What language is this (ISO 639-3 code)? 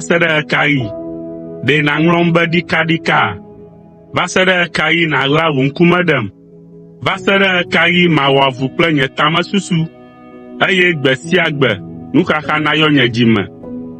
ewe